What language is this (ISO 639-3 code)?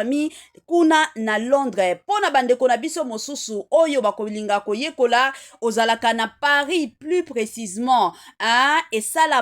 lin